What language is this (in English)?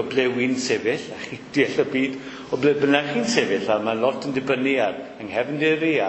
Welsh